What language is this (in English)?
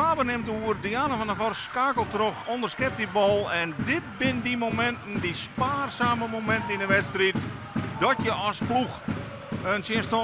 Western Frisian